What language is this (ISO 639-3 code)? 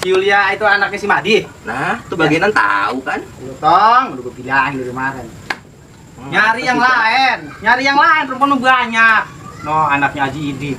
bew